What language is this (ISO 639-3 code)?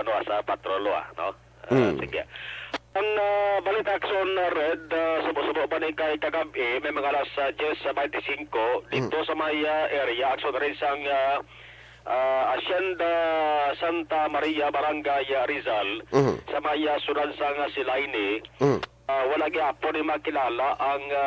hil